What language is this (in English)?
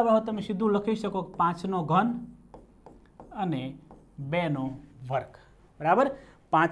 Gujarati